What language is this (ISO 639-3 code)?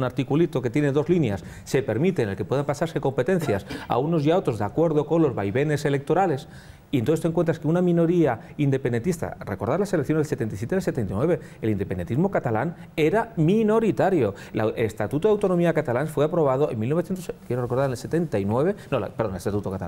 spa